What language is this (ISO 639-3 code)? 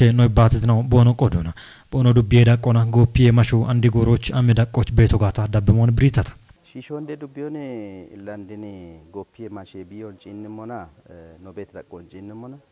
kbr